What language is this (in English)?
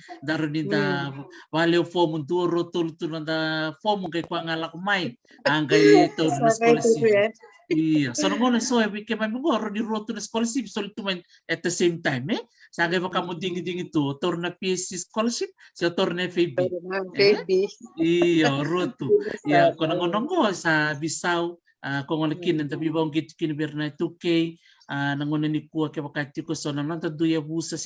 Fijian